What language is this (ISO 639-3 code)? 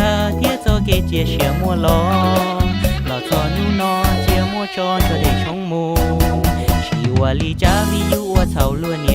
hmn